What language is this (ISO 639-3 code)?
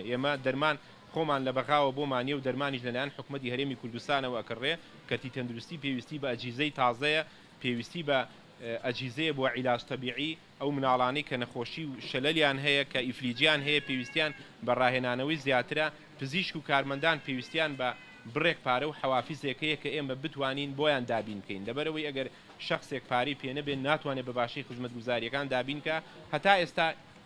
ckb